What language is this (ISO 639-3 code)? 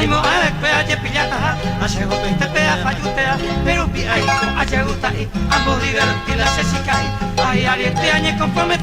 grn